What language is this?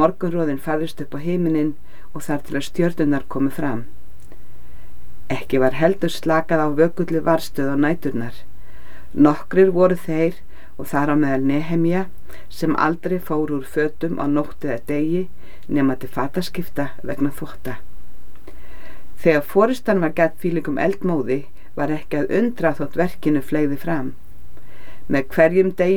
Icelandic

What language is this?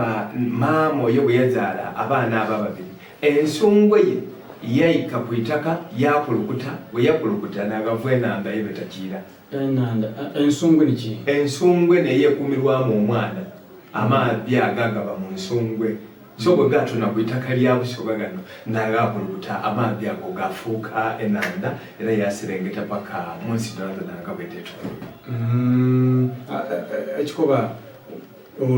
Soga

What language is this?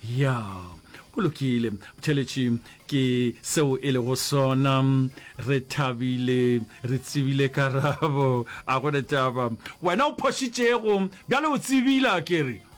Northern Sotho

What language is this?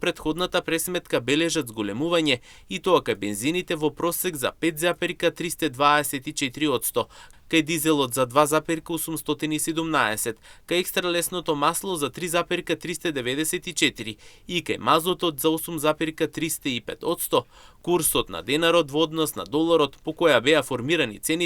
Macedonian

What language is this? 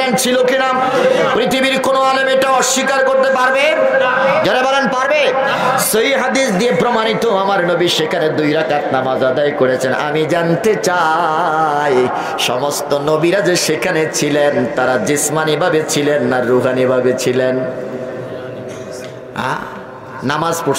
Bangla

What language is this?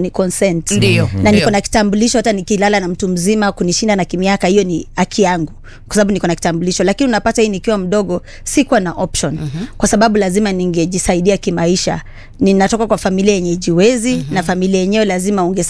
Swahili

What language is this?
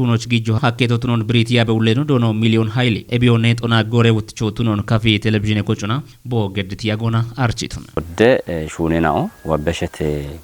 Kafa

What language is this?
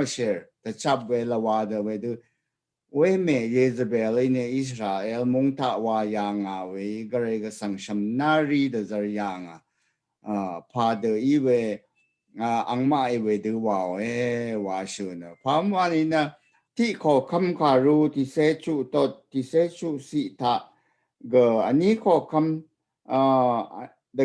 Rawang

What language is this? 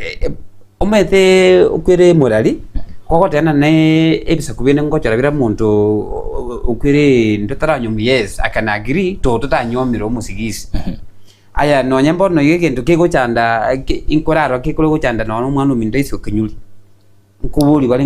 Gusii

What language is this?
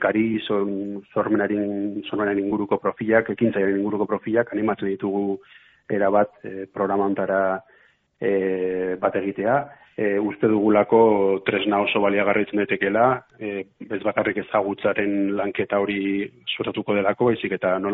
Basque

